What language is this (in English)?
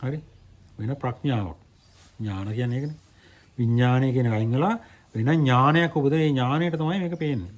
Sinhala